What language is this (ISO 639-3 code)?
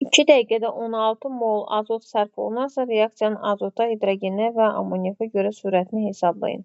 aze